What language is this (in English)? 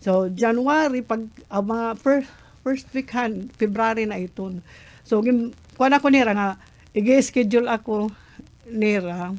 Waray